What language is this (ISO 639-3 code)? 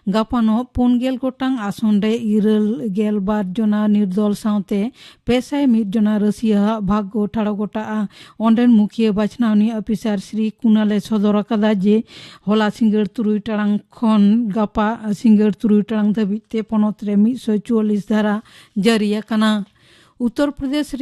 sat